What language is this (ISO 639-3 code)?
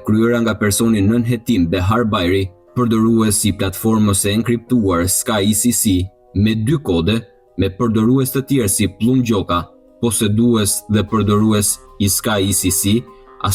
sqi